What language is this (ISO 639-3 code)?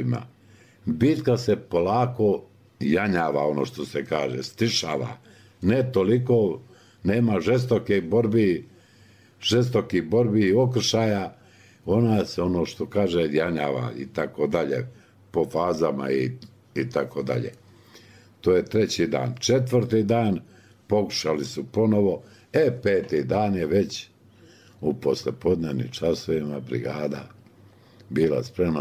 bos